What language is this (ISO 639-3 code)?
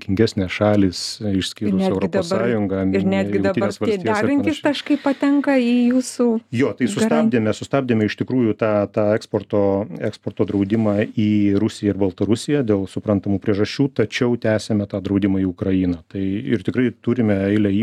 lit